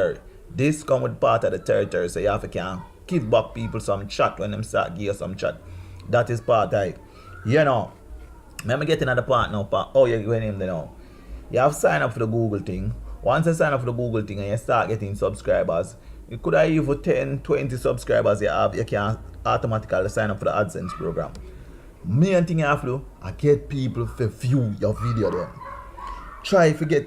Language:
Jamaican Creole English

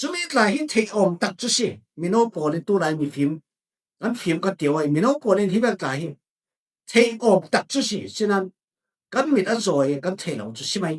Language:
Falam Chin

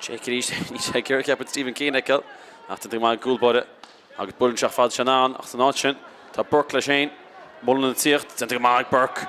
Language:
Irish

